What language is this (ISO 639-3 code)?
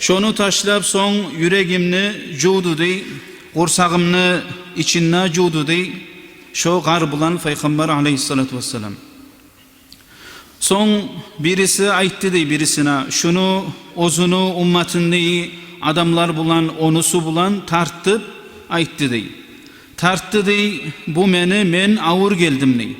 kum